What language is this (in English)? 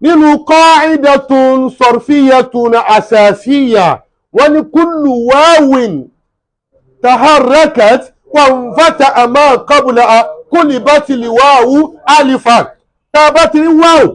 Yoruba